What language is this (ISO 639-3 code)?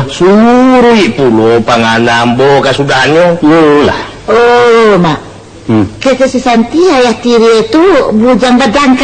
min